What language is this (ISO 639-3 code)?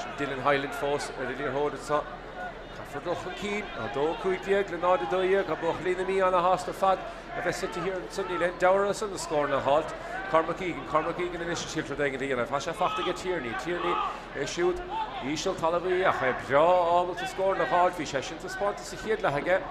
gle